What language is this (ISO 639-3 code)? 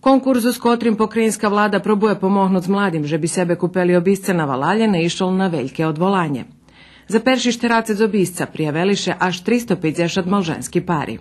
rue